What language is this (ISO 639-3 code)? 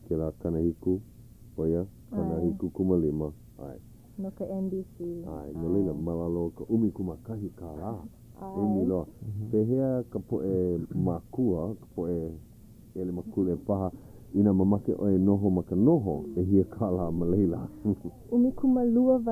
haw